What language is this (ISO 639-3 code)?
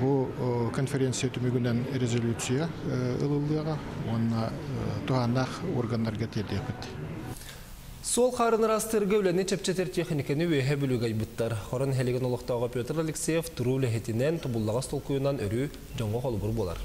sah